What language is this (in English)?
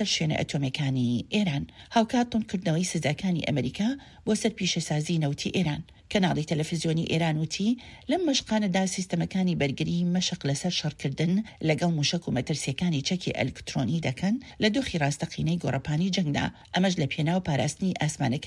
Central Kurdish